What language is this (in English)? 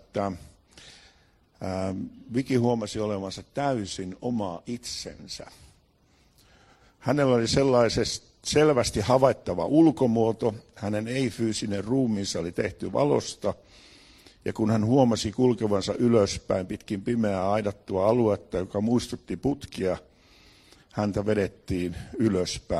Finnish